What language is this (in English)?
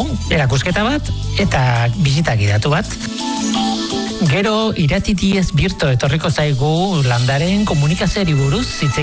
Basque